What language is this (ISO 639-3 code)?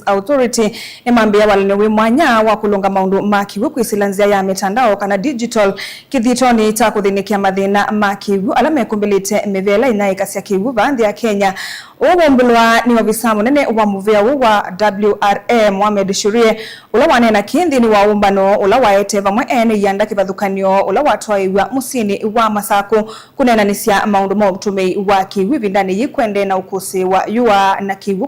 kam